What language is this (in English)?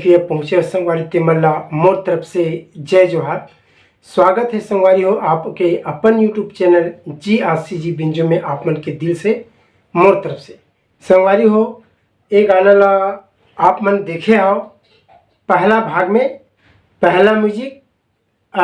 Chhattisgarhi